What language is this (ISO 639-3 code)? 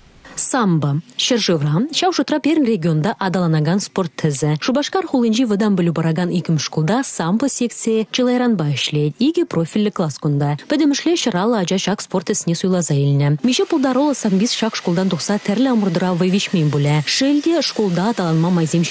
chv